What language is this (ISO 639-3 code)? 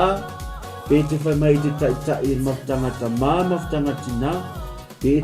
smo